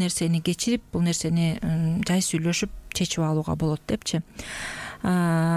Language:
Kyrgyz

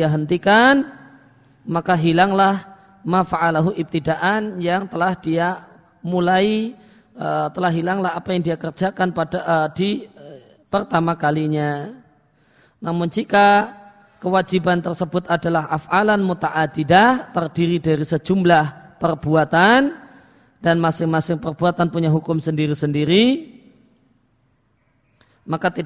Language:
Indonesian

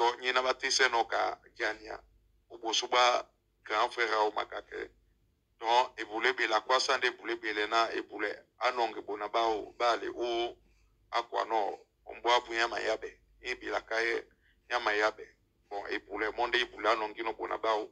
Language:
Duala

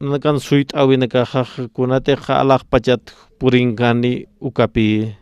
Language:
Aymara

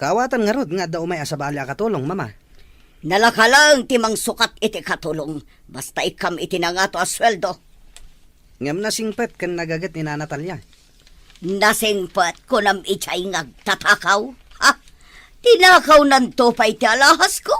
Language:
Iloko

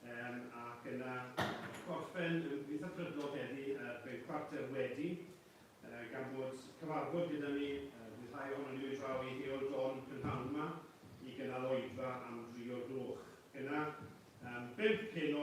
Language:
Welsh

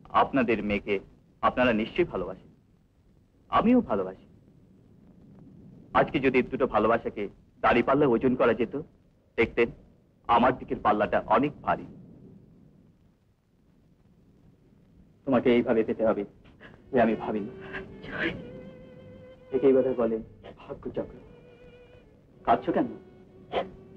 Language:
Bangla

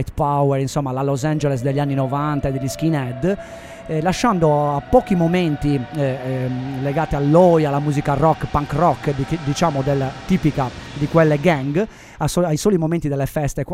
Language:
Italian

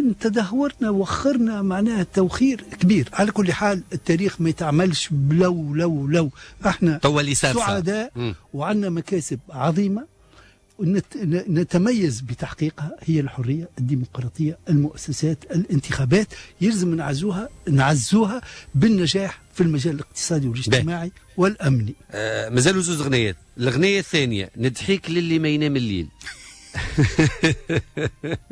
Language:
Tunisian Arabic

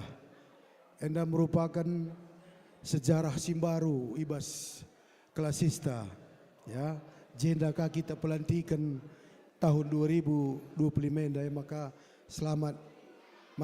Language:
Batak Karo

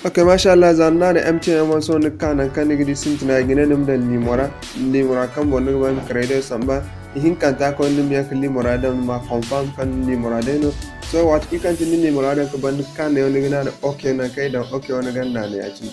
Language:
Zarma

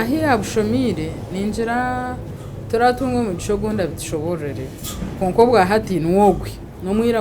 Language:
Nyankole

